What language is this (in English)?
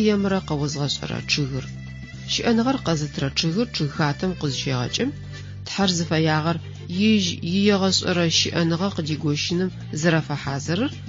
Adyghe